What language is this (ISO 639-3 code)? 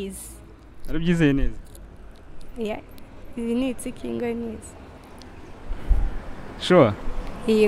kin